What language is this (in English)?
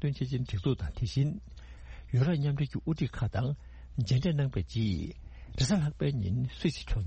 Tibetan